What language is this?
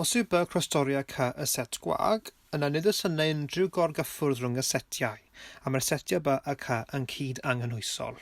Welsh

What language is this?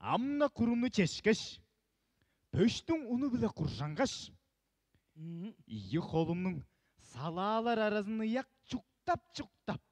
Tuvinian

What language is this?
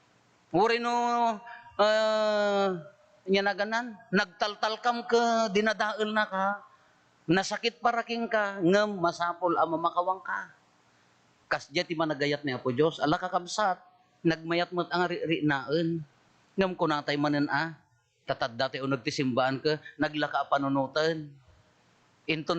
Iloko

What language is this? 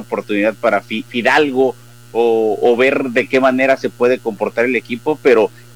Spanish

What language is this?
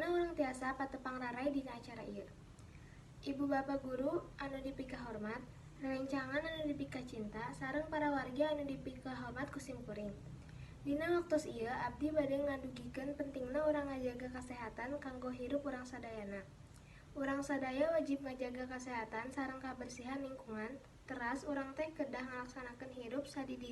Sundanese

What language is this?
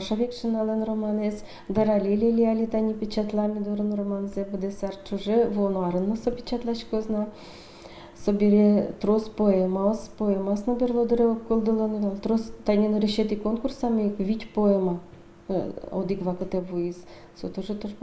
Udmurt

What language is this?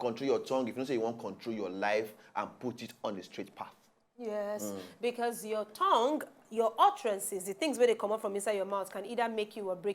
Nigerian Pidgin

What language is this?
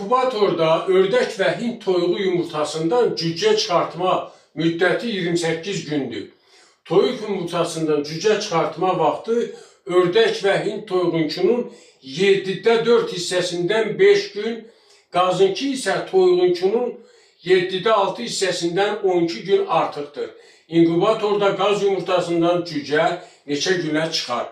Azerbaijani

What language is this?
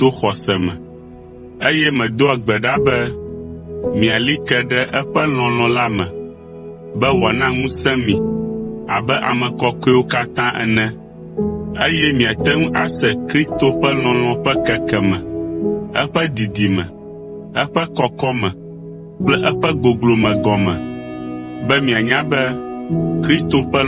Ewe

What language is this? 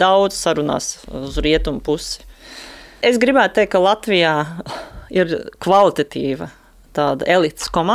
Latvian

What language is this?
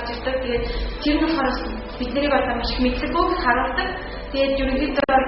Mongolian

